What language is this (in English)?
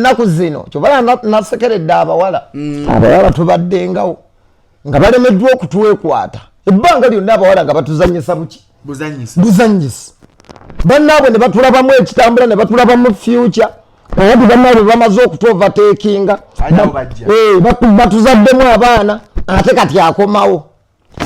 Ganda